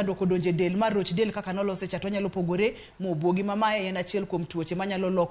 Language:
Luo (Kenya and Tanzania)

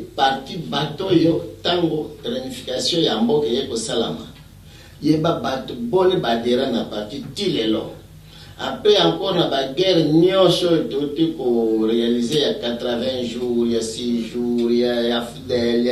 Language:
Lingala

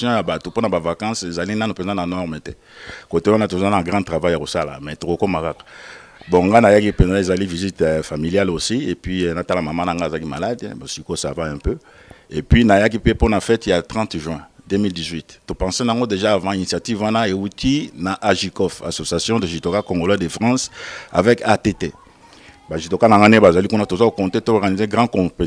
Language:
Lingala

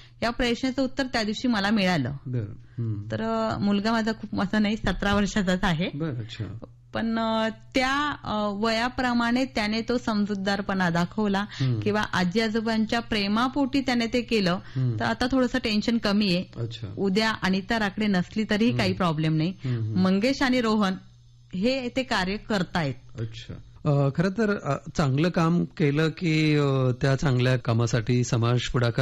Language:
Marathi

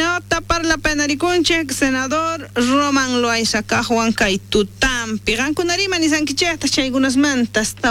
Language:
South Bolivian Quechua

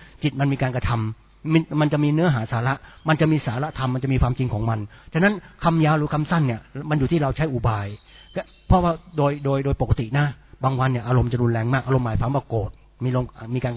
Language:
Thai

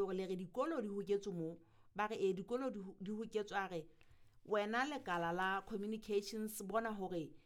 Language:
Southern Sotho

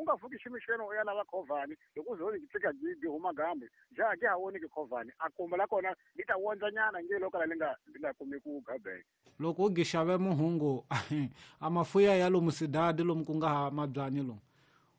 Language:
Tsonga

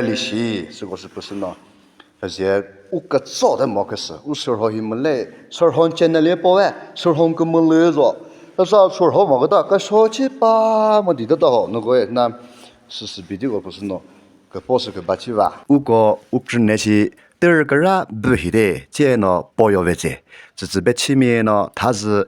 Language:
Chokri Naga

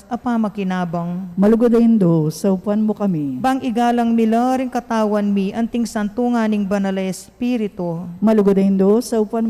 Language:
Pampanga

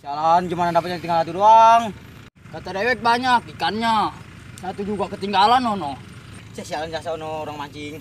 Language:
Betawi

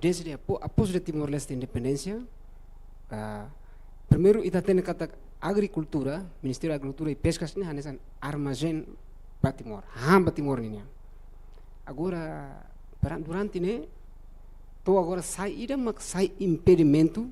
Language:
Tetum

